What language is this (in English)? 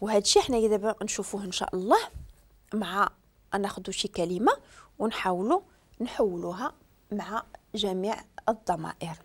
Moroccan Arabic